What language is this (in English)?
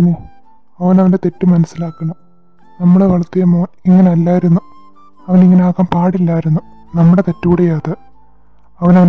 Malayalam